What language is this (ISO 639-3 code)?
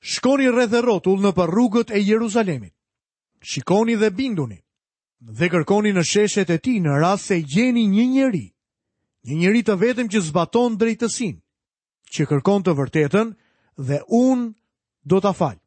sqi